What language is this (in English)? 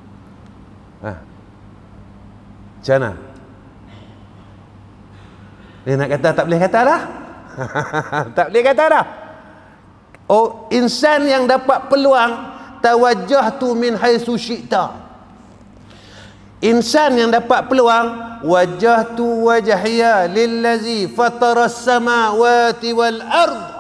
Malay